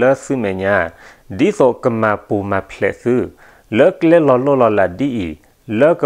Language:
S'gaw Karen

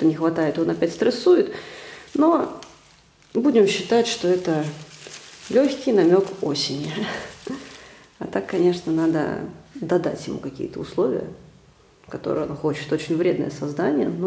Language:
Russian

